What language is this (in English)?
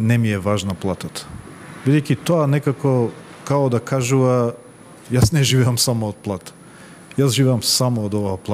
Macedonian